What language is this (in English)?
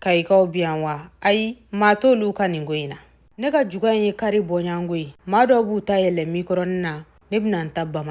Bambara